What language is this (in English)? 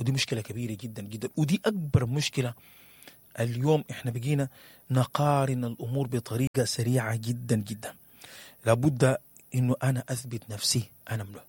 Sudanese Arabic